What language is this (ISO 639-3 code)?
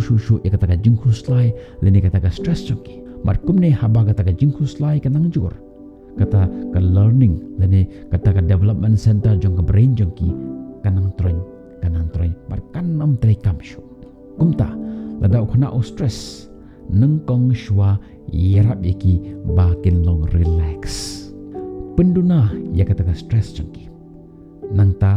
kha